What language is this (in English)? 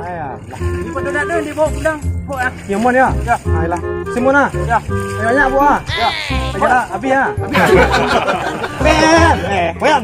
Minangkabau